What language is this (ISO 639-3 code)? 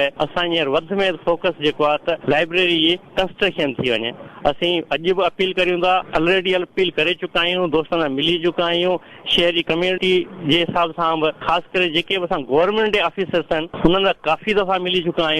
snd